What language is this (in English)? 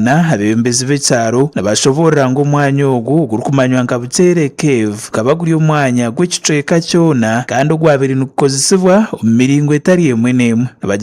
Nyankole